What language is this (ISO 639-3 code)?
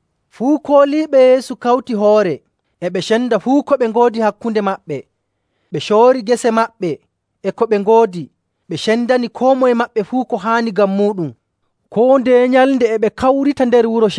fuv